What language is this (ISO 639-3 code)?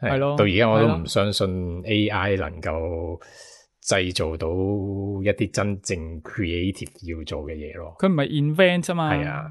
yue